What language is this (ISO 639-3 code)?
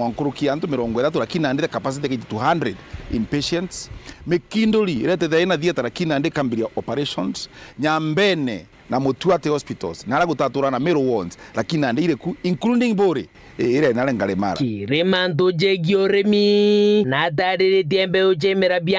mer